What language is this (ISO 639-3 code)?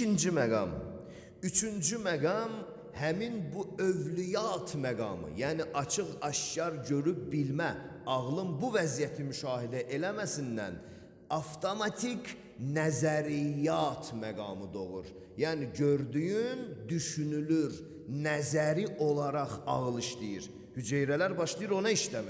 aze